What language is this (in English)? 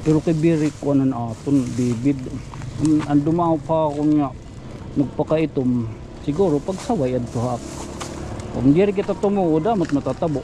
Waray